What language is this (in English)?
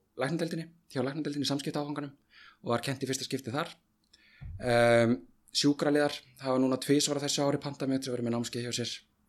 Icelandic